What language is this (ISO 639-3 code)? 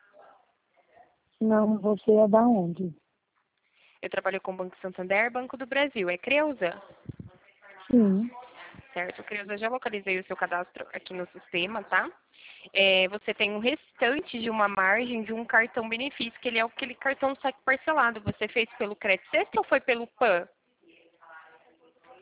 por